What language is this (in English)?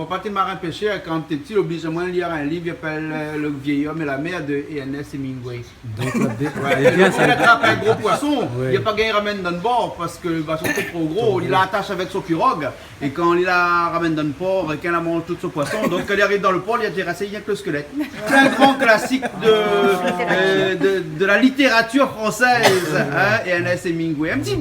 Réunion Creole French